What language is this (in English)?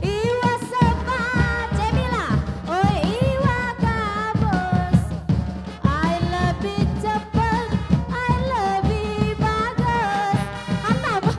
Musi